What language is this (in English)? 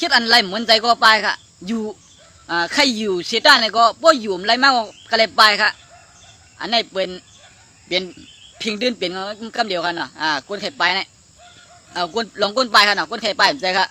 Shan